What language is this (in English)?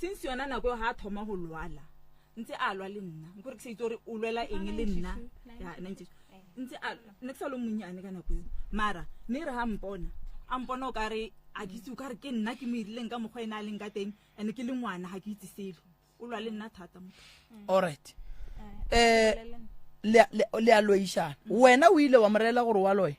Northern Sotho